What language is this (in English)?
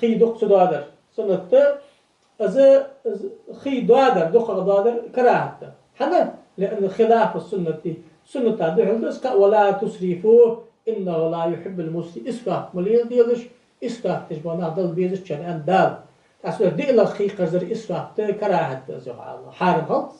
Ingush